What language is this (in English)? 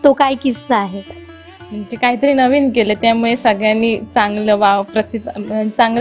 Marathi